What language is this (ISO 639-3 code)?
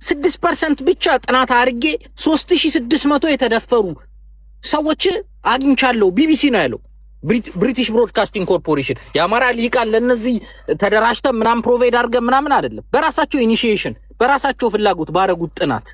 amh